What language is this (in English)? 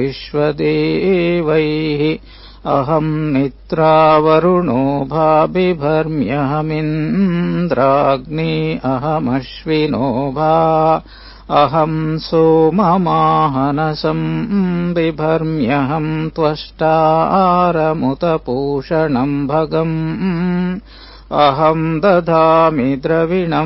Sanskrit